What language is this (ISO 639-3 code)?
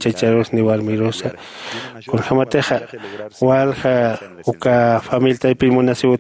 aym